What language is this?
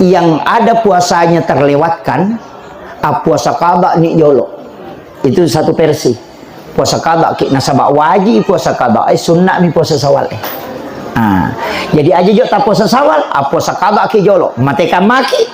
Buginese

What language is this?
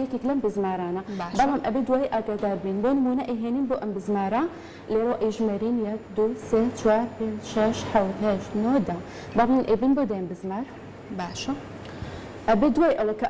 Central Kurdish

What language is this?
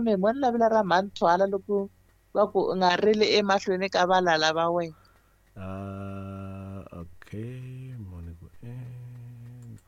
Tsonga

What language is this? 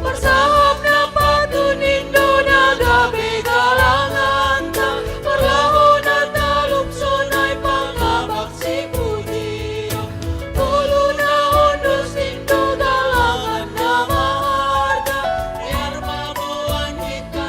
Batak Simalungun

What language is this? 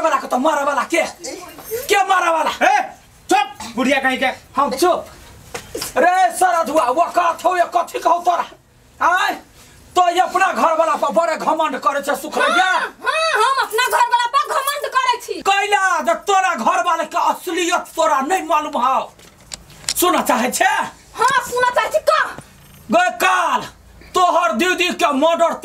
Maithili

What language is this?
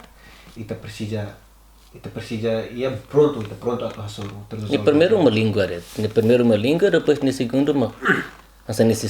Tetum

